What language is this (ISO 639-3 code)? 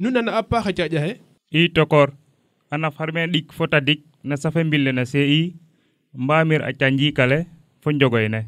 srr